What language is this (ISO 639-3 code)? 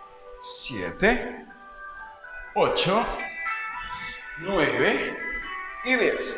spa